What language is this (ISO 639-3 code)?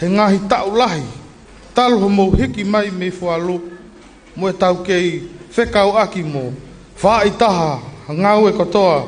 ton